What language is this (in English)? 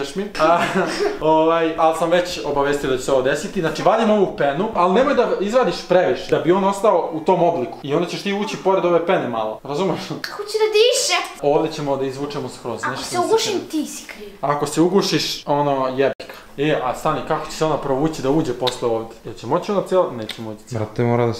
Serbian